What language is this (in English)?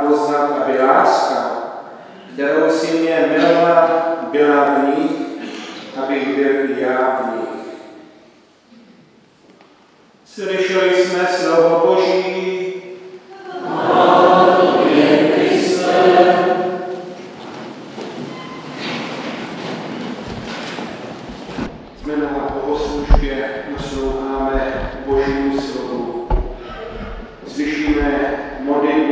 Czech